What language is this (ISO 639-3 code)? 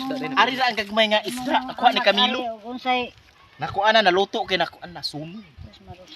ceb